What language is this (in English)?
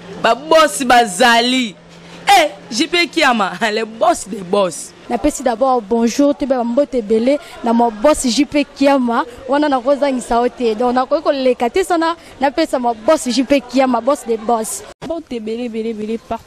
Lingala